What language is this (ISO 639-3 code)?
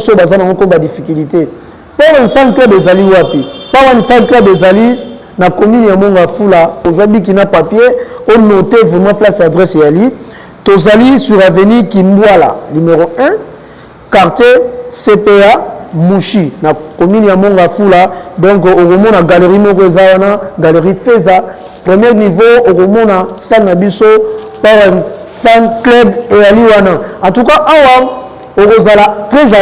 lin